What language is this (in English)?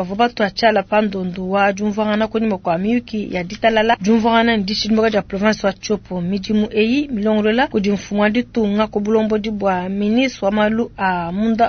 Luba-Lulua